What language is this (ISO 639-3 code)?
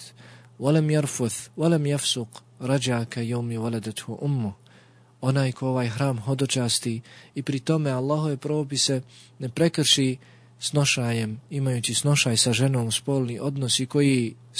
bos